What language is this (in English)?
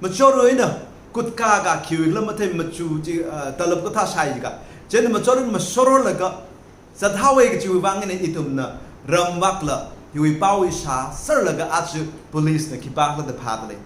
Tangkhul Naga (India)